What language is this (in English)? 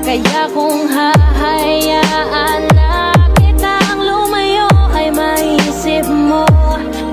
Filipino